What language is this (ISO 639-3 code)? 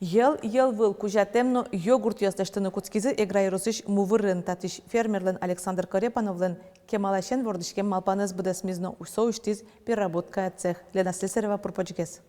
udm